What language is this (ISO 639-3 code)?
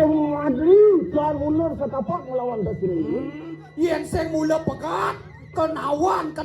ban